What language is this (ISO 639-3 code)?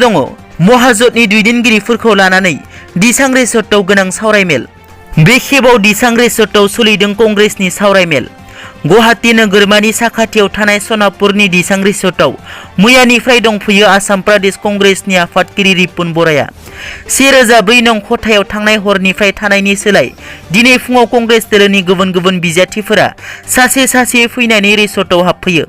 brx